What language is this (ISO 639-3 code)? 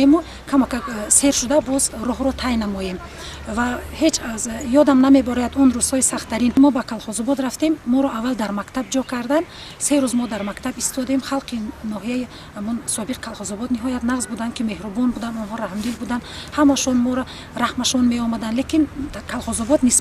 tgk